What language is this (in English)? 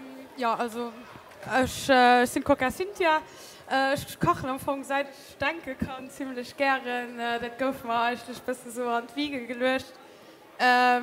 Luxembourgish